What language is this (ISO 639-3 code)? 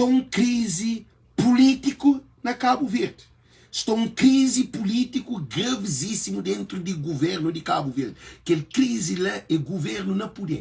kea